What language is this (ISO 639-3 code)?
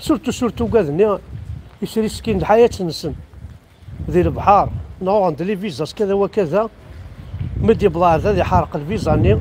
kab